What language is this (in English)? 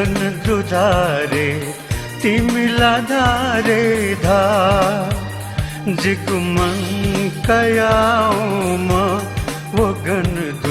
Newari